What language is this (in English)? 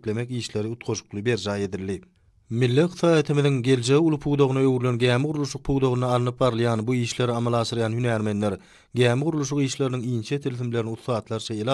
Turkmen